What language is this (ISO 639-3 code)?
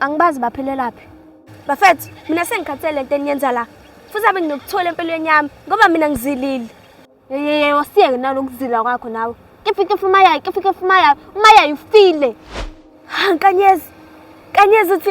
zul